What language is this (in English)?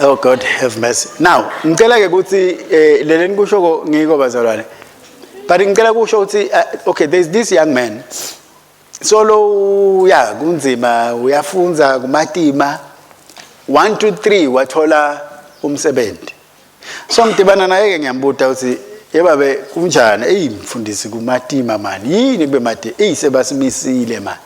Swati